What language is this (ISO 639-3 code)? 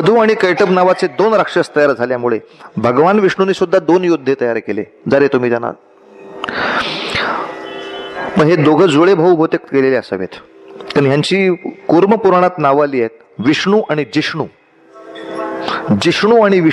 mar